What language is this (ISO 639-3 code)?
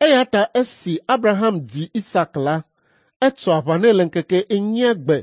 ewe